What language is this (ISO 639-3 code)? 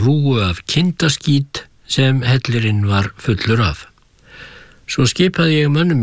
isl